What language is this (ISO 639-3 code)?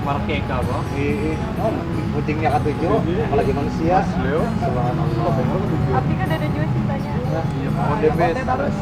bjn